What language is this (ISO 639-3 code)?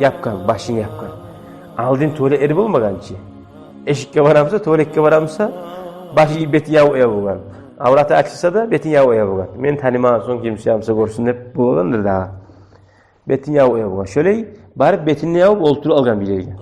kum